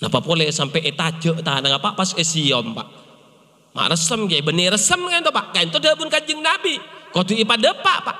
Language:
Madurese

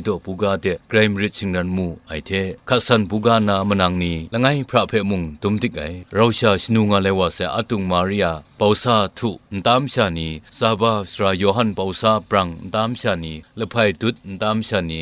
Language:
Kachin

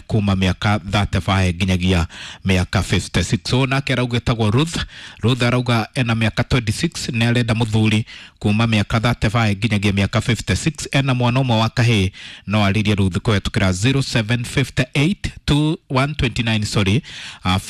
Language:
Kikuyu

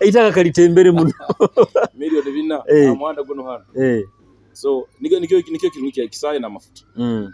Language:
Nyoro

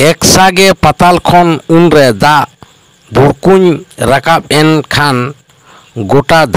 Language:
Santali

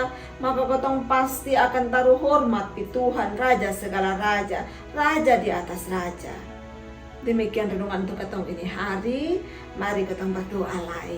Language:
Kupang Malay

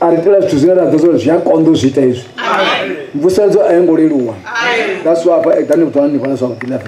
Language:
Venda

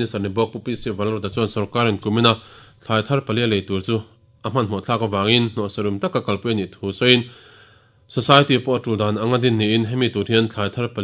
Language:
Mizo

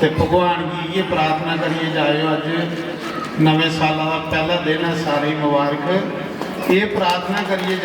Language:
Dogri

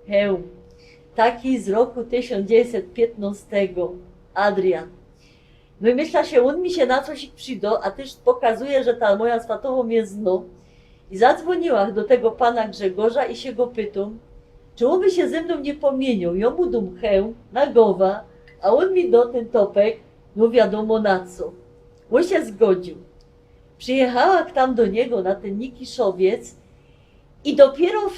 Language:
Silesian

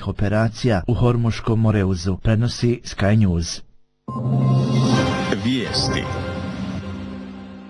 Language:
Bosnian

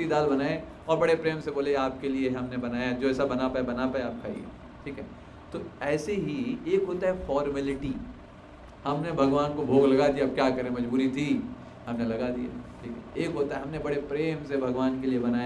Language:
Hindi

